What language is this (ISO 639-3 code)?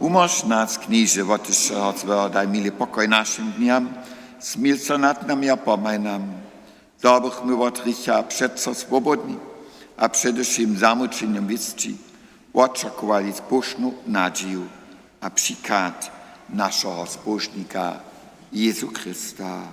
hsb